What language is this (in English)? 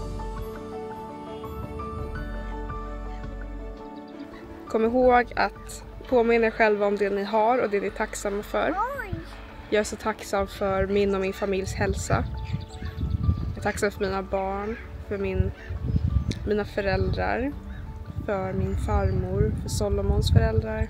Swedish